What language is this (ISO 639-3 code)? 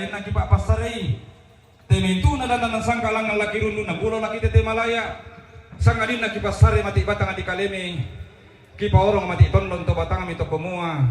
sda